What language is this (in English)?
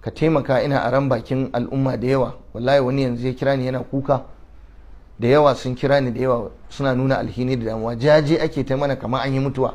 Hausa